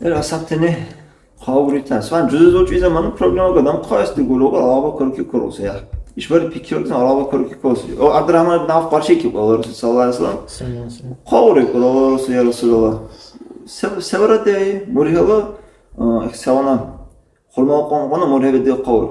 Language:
Dargwa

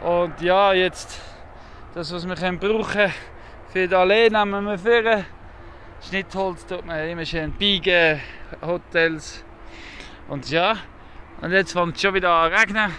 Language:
Swiss German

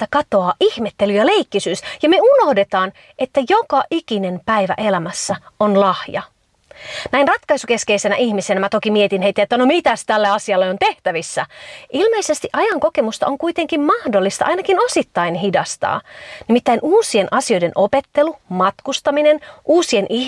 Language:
Finnish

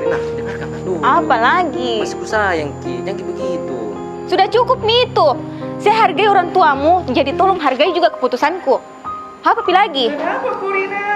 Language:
Makassar Malay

